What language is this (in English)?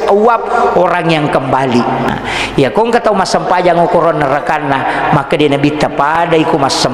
Buginese